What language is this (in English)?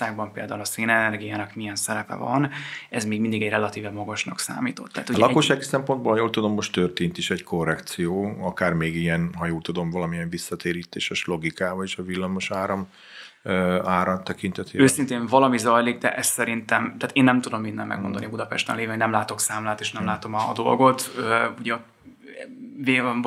Hungarian